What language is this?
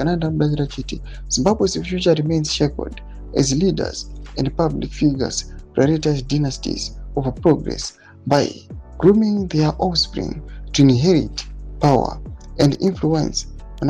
Shona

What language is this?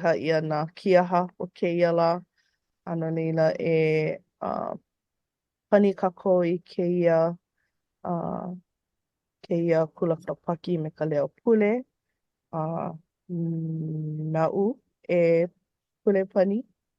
Hawaiian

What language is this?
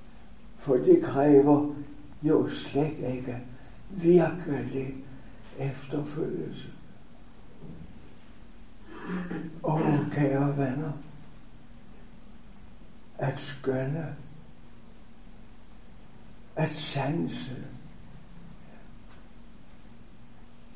Danish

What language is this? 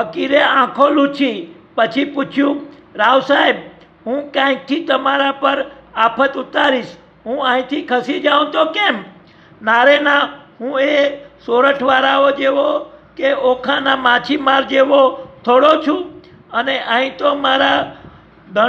Gujarati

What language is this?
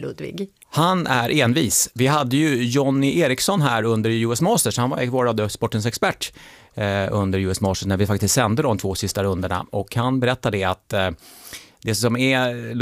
Swedish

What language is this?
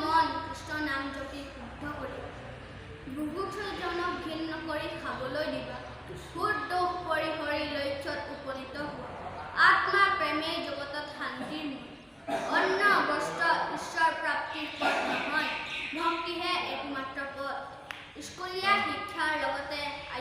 Assamese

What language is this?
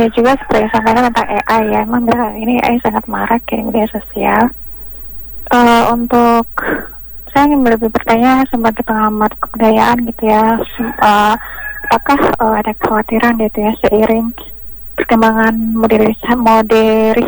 Indonesian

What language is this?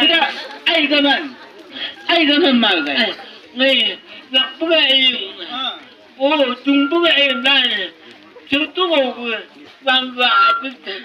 Chang Naga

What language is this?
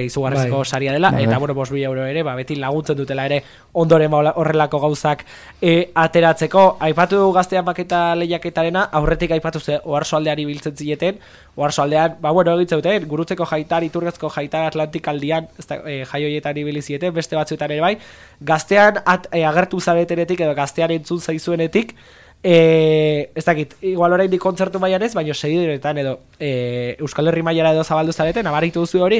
Basque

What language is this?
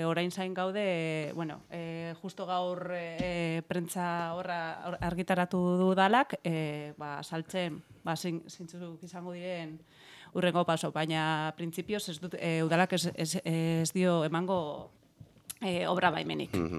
Basque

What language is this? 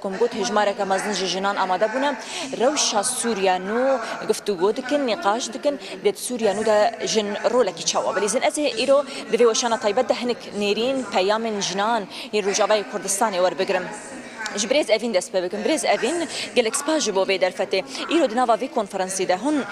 Kurdish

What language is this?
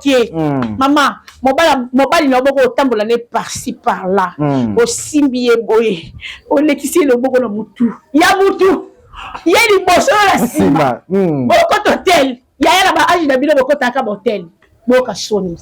Lingala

